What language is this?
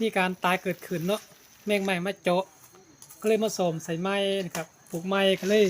Lao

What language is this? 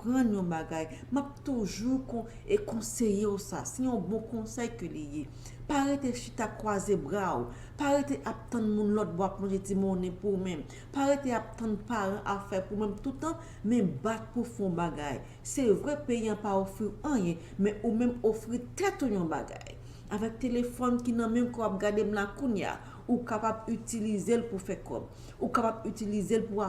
Haitian Creole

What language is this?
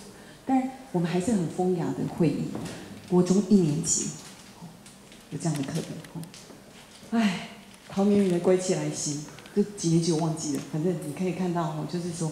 Chinese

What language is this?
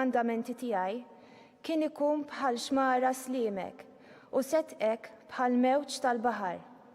Maltese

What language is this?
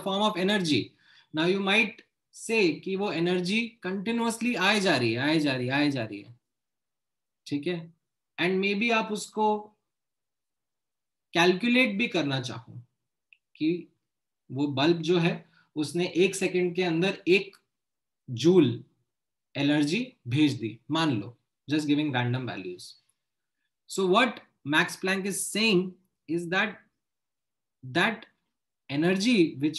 Hindi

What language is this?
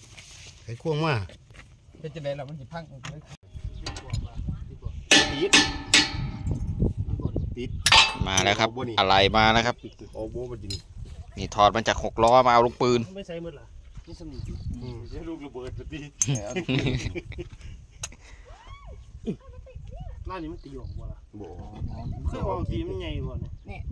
Thai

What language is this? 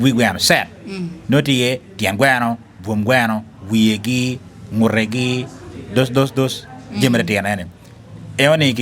Acoli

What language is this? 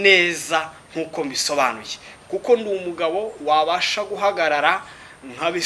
Kinyarwanda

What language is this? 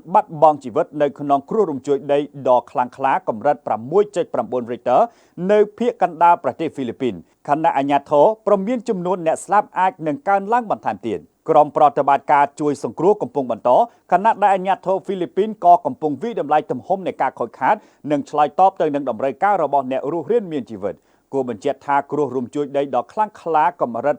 Khmer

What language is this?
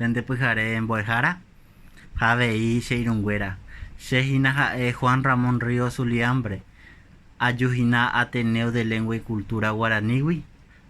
Guarani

